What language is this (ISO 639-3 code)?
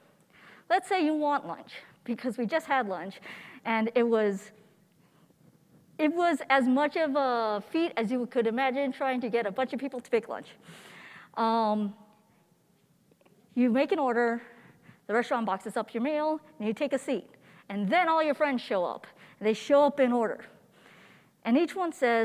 eng